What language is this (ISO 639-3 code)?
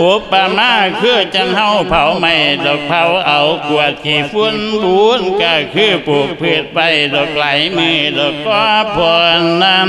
lao